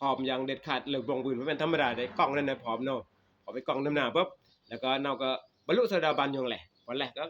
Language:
Northeastern Thai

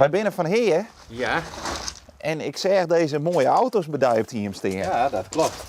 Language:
Western Frisian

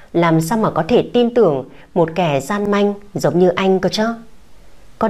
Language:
Vietnamese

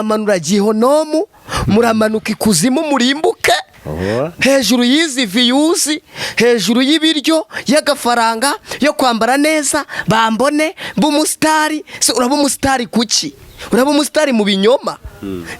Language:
Kinyarwanda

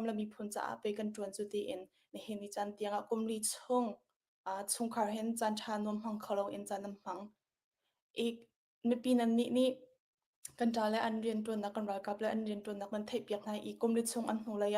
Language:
Hakha Chin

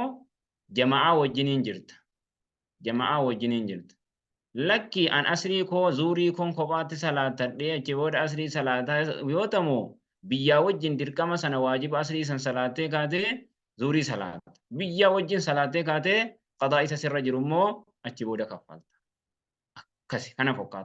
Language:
Oromo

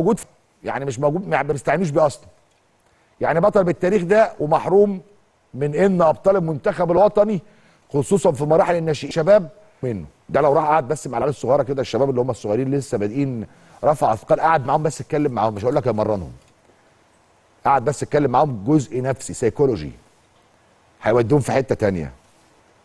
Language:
Egyptian Arabic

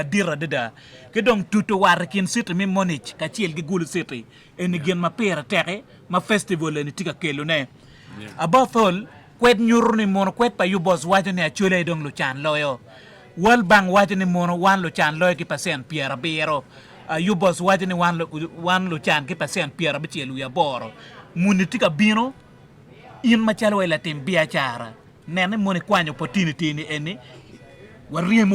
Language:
Acoli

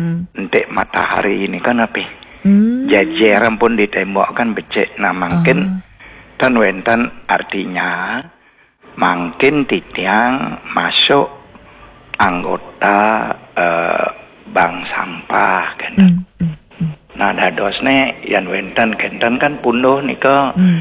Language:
Balinese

